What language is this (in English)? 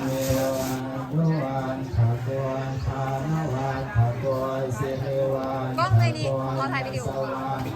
Pali